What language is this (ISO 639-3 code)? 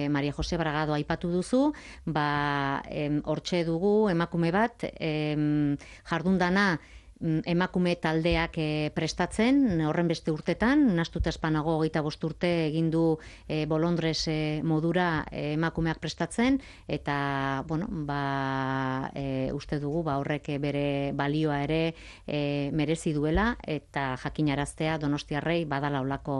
eus